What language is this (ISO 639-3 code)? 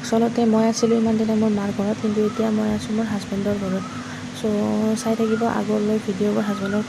asm